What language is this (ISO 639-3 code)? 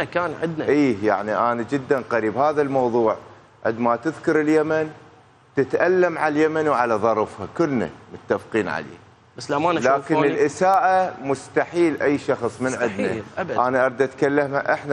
acm